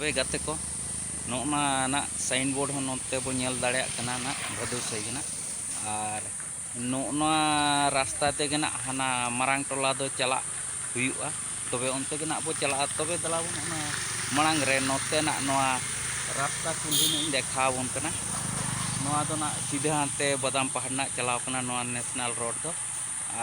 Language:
Santali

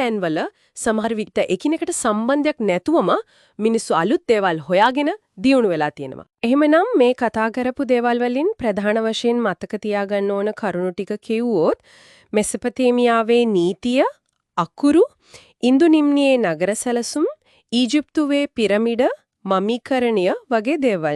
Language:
Sinhala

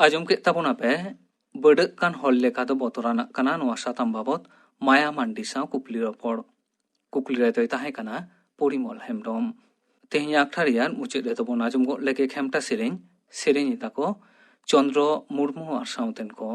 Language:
Santali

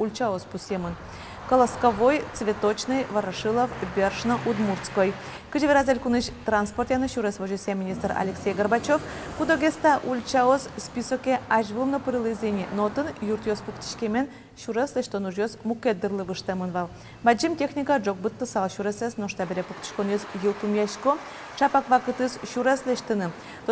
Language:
Udmurt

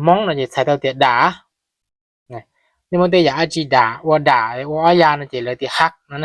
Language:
Hmong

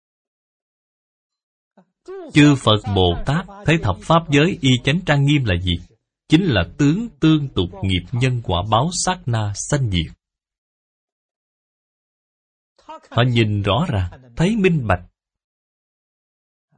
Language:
Vietnamese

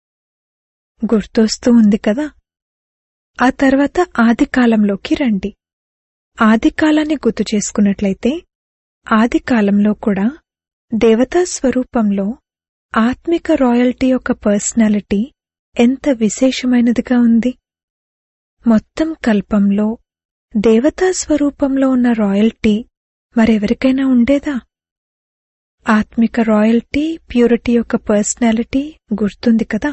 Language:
Telugu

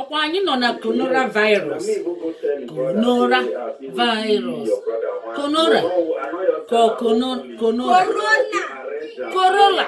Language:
Igbo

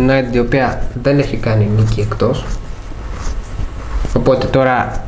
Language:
Greek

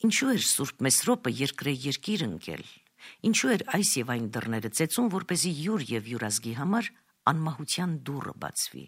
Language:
Armenian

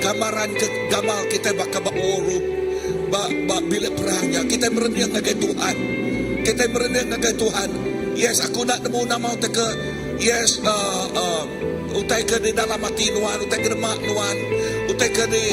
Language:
Iban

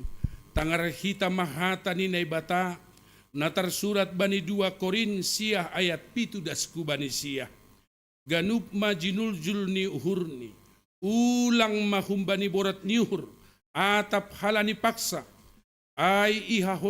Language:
Batak Simalungun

